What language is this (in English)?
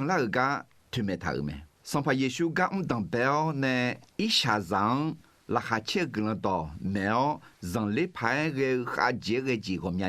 Akha